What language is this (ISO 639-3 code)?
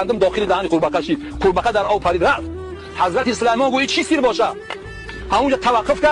tgk